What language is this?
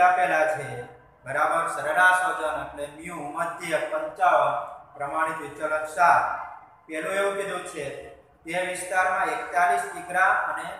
Gujarati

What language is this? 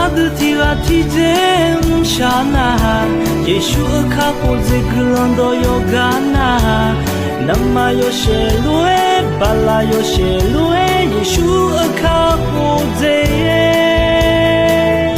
Akha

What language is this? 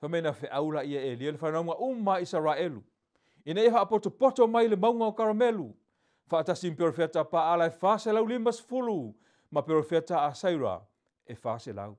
Samoan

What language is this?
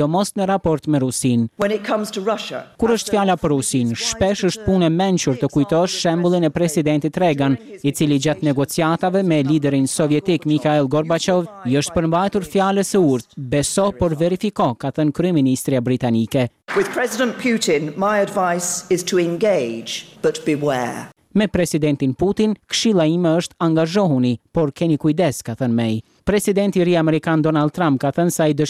Albanian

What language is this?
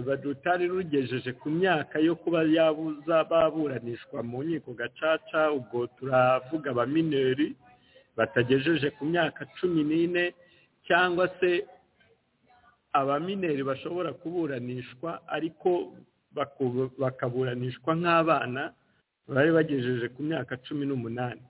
Kinyarwanda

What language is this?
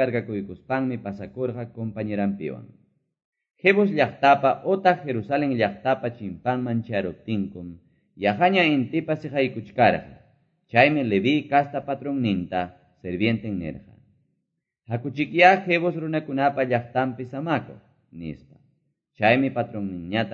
Quechua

